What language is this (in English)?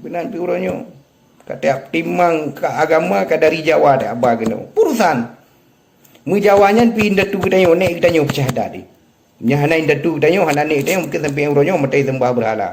Achinese